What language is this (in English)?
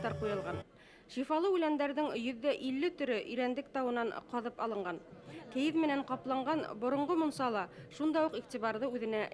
Bashkir